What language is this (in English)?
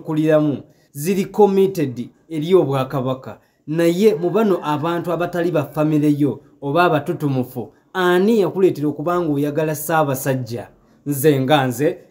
Ganda